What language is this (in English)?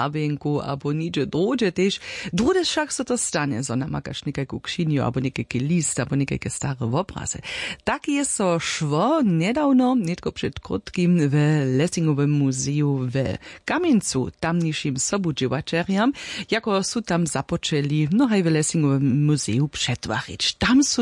Upper Sorbian